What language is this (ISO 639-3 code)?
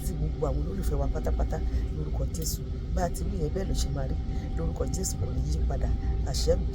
yor